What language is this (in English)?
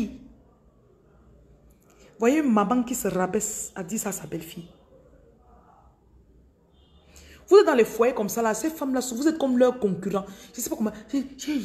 French